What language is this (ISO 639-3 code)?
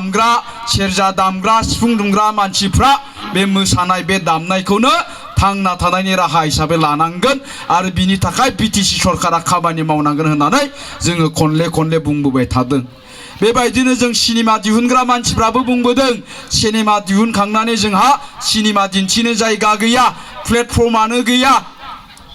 brx